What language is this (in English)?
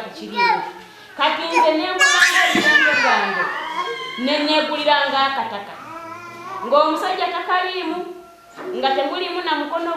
Nyankole